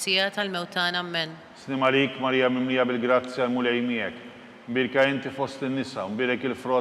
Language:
Maltese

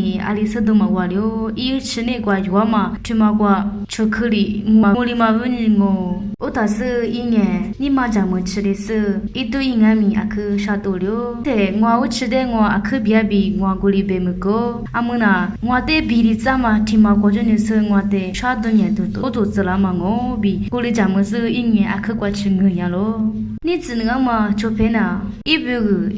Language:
Lisu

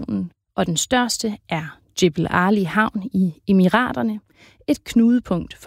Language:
Danish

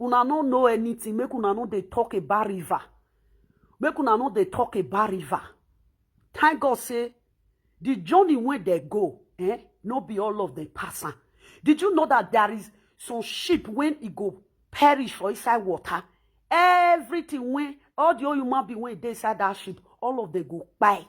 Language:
Nigerian Pidgin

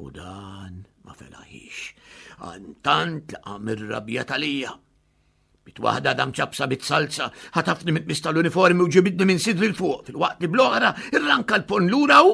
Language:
Maltese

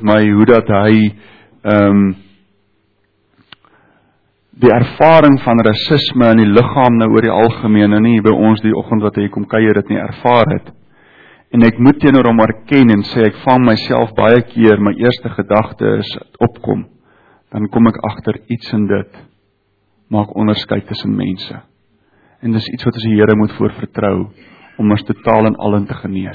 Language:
Afrikaans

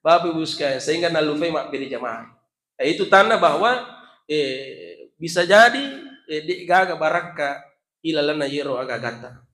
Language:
Buginese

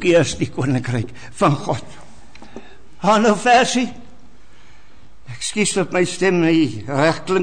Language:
Afrikaans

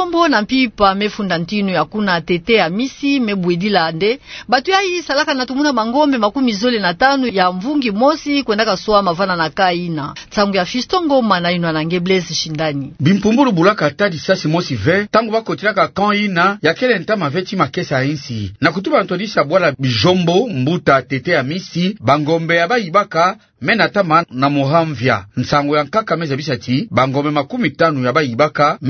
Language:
Kituba (Democratic Republic of Congo)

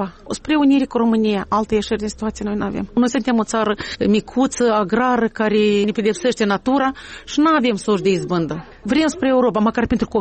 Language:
Romanian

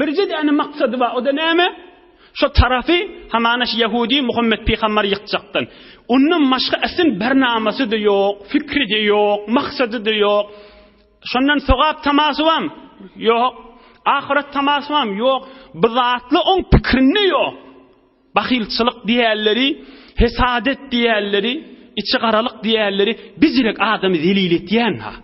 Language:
Turkmen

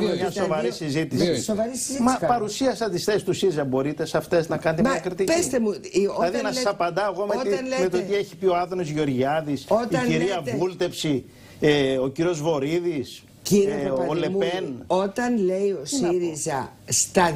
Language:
Greek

